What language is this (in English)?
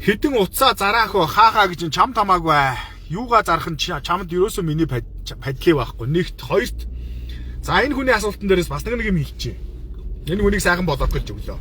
Mongolian